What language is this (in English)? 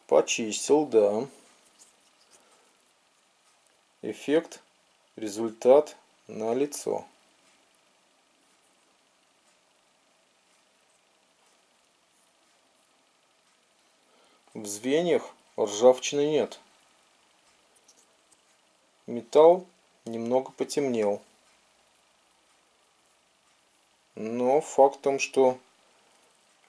Russian